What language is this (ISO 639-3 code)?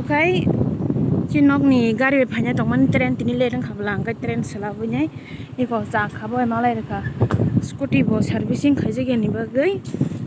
trp